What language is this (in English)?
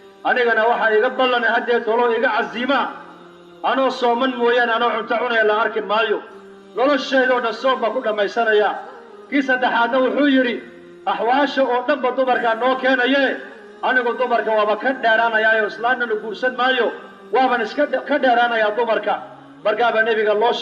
Somali